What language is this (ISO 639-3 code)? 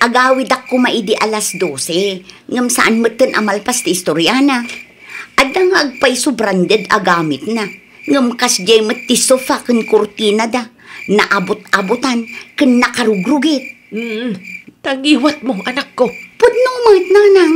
ilo